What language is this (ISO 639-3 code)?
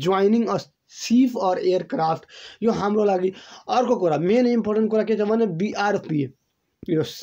nep